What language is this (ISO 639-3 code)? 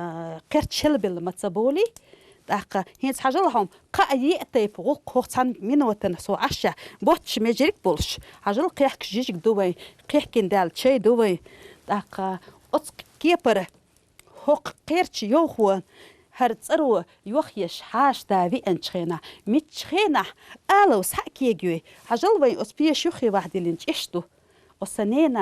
che